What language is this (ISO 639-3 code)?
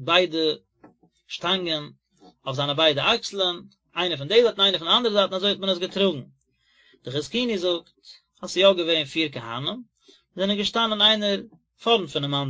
yid